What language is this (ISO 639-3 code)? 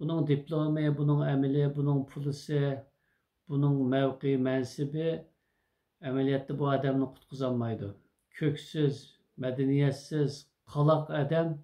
uig